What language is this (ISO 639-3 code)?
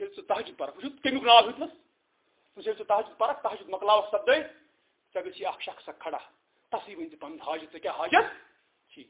kas